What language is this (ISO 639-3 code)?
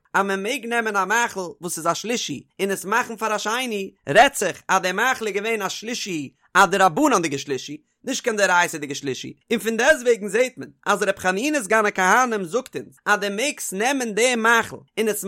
yid